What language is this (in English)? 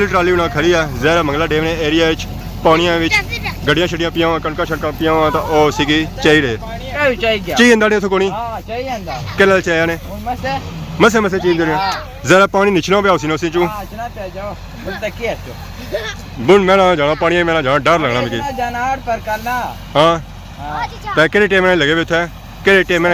Pahari-Potwari